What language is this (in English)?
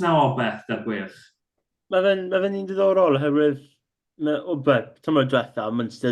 Welsh